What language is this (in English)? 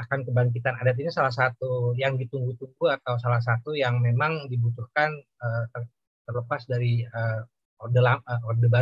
Indonesian